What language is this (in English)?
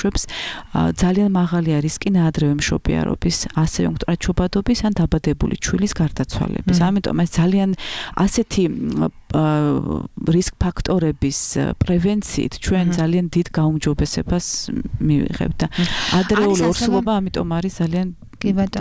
Georgian